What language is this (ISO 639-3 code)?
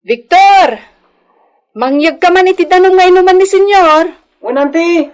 ilo